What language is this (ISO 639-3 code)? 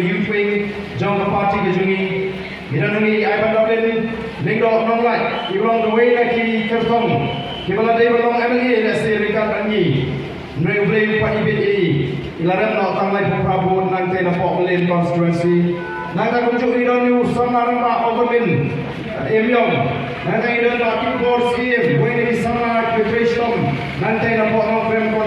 kha